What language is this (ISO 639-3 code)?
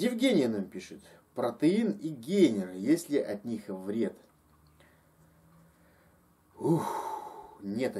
rus